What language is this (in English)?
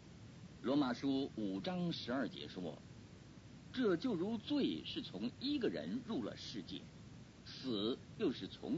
Chinese